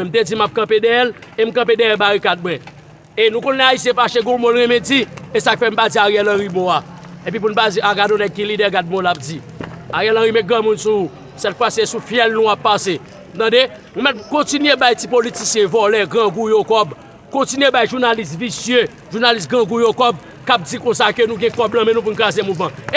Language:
Haitian Creole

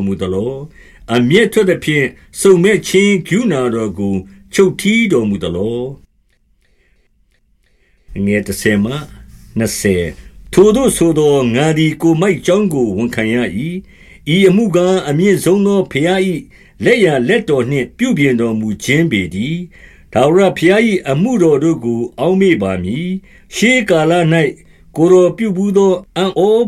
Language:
Burmese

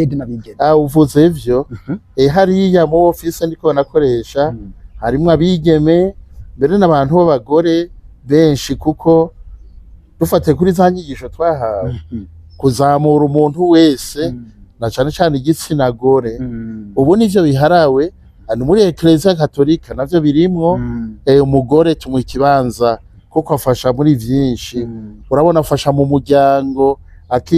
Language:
Rundi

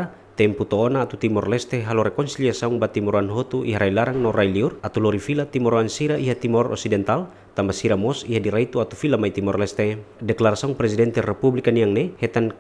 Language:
Tetum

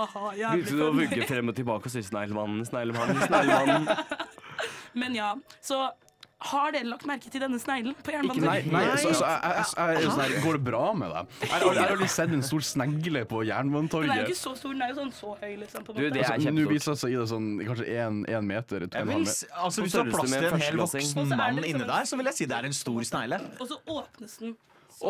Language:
Norwegian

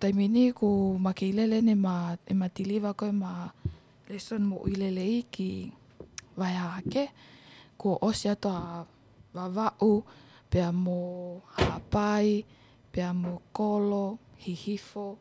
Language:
Tongan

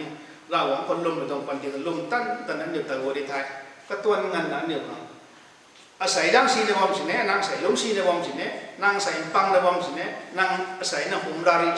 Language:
Rongmei Naga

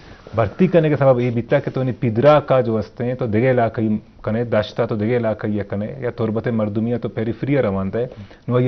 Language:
Baluchi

